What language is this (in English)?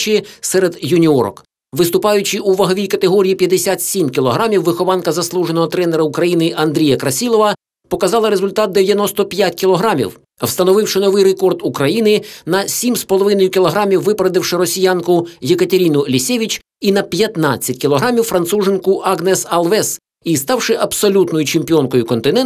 Ukrainian